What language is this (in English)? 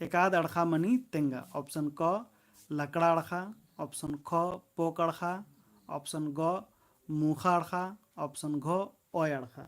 Kurukh